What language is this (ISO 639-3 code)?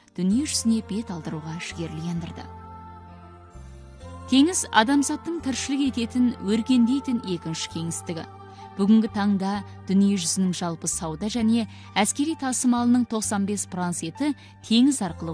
kaz